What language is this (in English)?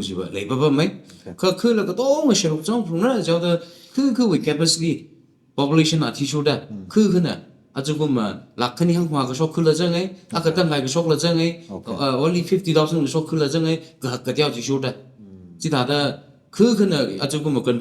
Tangkhul Naga (India)